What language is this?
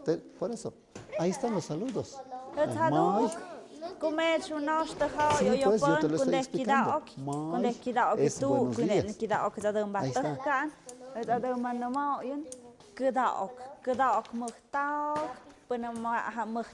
Tlahuitoltepec Mixe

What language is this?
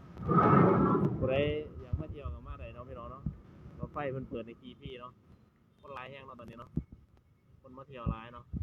Lao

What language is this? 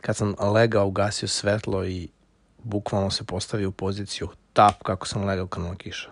Serbian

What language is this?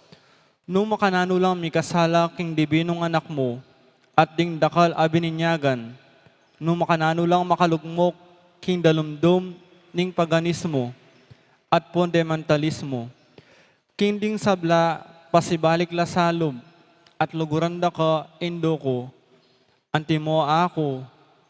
Pampanga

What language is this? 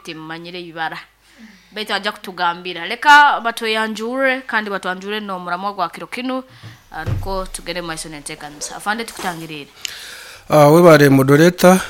Nyankole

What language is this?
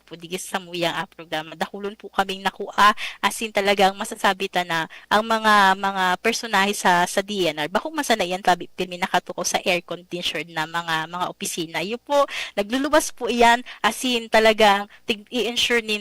Bikol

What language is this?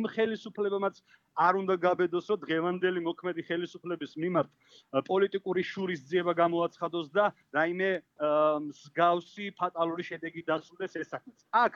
Georgian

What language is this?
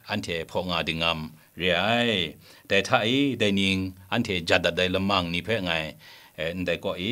Kachin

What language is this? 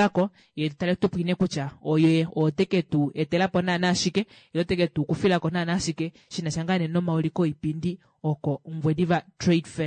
Kuanyama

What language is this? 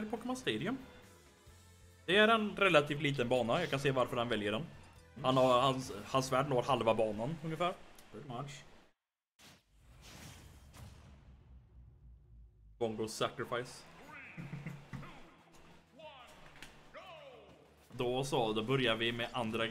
Swedish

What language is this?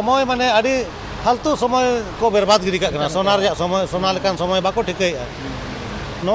Santali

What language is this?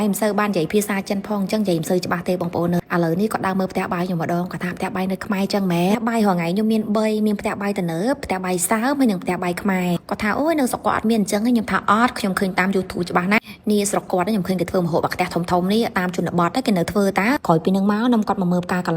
Khmer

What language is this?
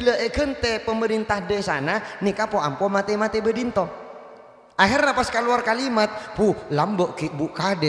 Madurese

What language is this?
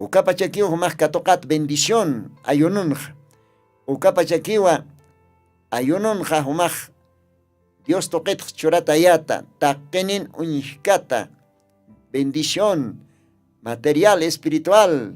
Aymara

